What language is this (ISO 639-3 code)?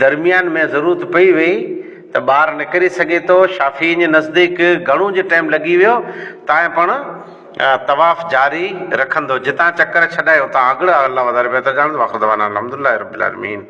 snd